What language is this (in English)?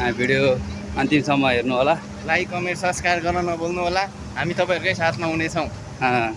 Nepali